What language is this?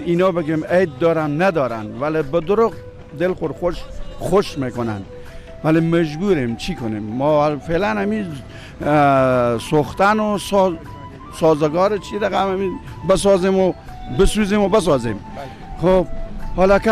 Persian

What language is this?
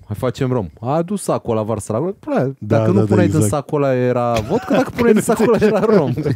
Romanian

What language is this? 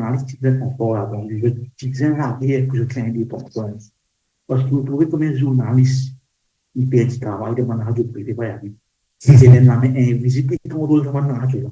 Morisyen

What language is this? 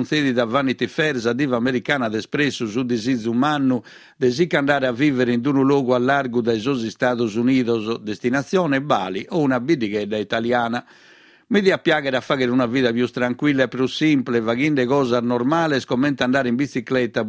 Sardinian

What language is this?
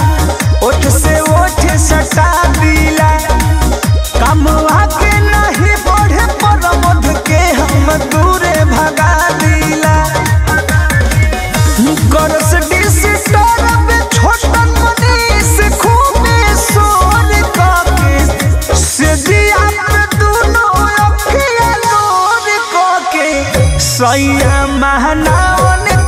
Bhojpuri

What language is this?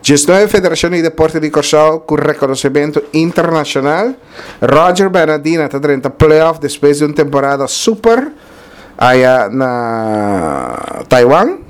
Papiamento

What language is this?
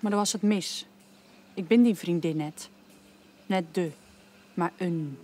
Western Frisian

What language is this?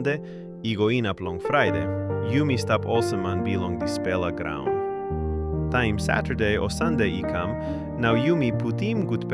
Tok Pisin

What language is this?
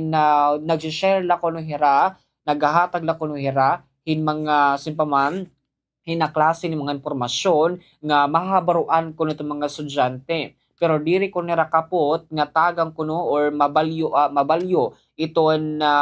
Waray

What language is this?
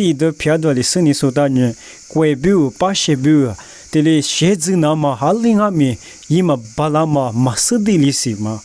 Lisu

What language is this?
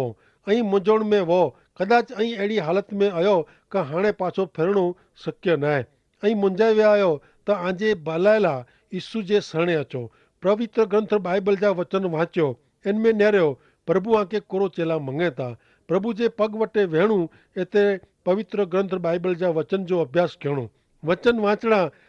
Kachhi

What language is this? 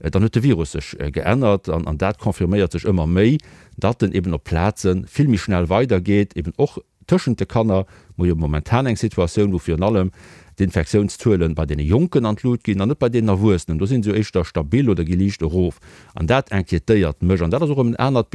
Luxembourgish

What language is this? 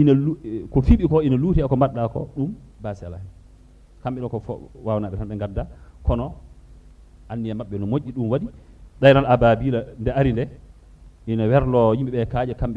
Fula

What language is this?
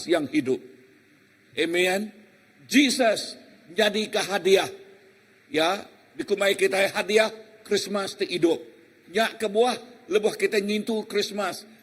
Iban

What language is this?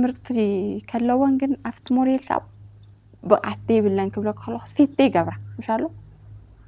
Tigrinya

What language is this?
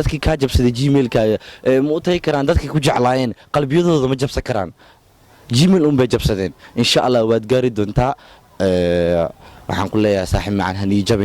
Somali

